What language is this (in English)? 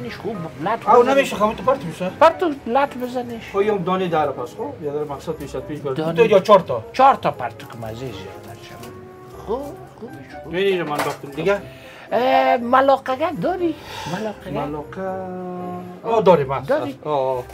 Persian